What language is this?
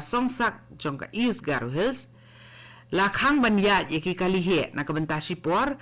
Khasi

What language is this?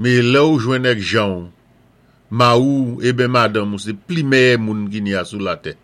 Saint Lucian Creole French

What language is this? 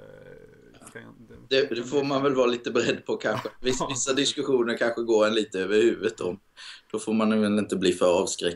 Swedish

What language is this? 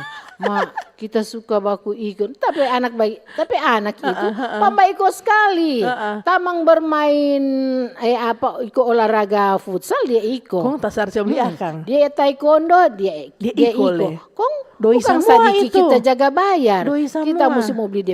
Manado Malay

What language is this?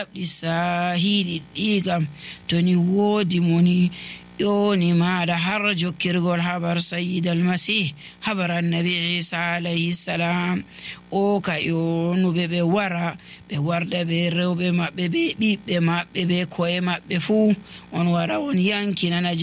Nigerian Fulfulde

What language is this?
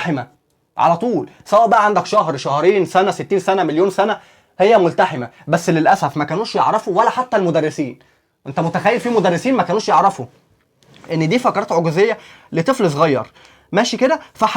Egyptian Arabic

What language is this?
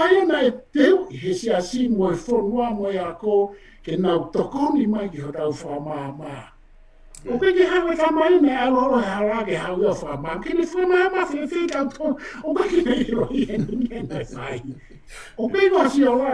Tongan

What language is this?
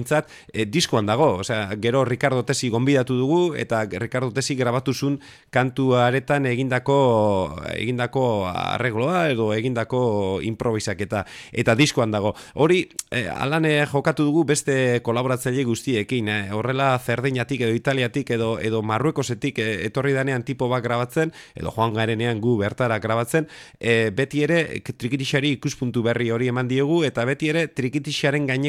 Basque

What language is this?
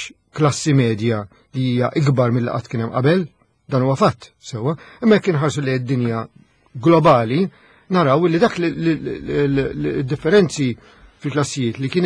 Maltese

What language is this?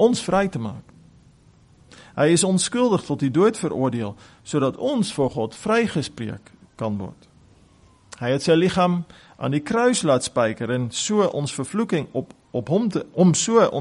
Afrikaans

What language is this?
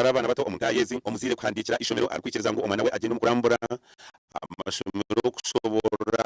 Nyankole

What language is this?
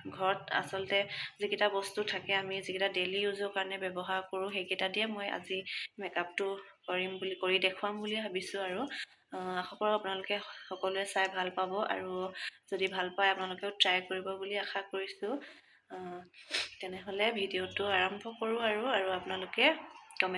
Assamese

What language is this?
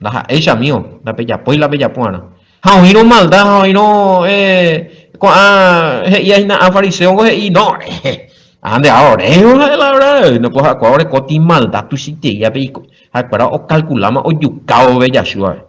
Guarani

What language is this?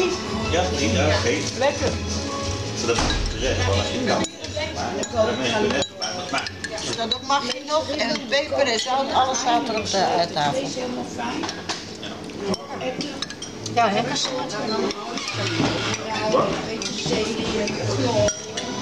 Dutch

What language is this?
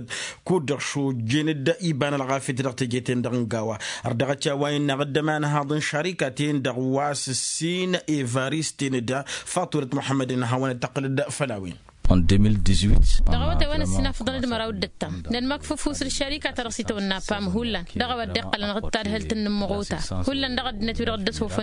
Tamasheq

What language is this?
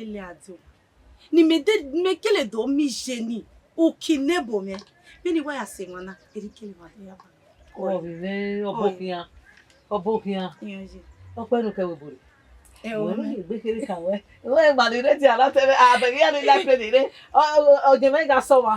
Bini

